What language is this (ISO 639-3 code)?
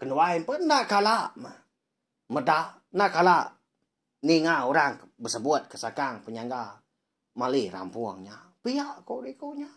iba